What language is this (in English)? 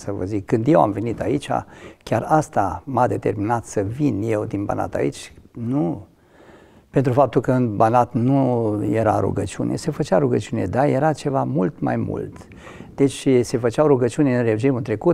Romanian